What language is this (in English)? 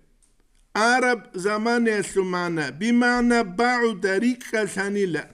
Avaric